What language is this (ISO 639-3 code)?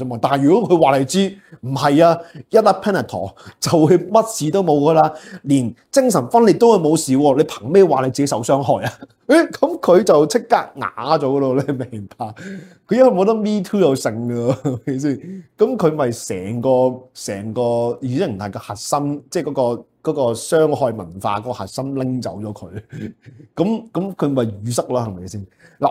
yue